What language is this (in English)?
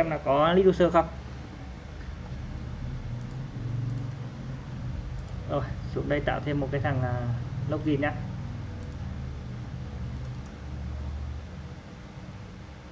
Vietnamese